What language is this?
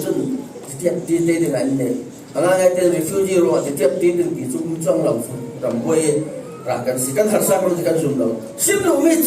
Falam Chin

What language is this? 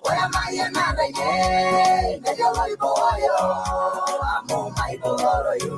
Masai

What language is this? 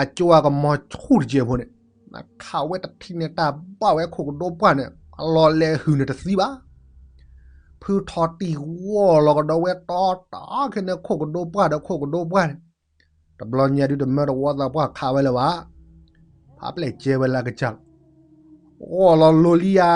S'gaw Karen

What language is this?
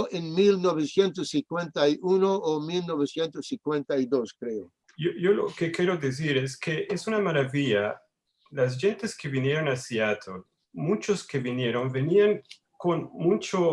Ladino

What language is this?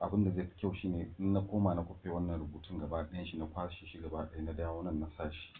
Hausa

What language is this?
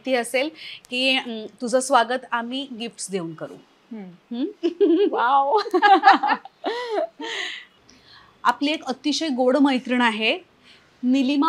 Marathi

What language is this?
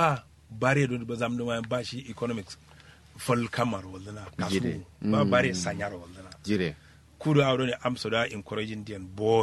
Kanuri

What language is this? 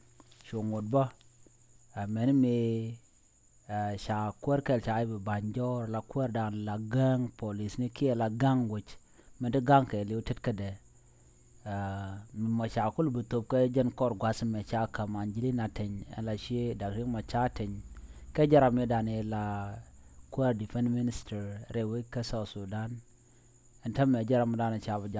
Nuer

